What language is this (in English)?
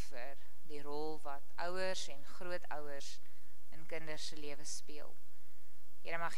Afrikaans